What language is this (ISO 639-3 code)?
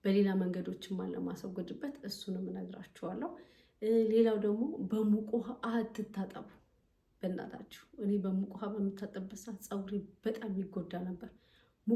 amh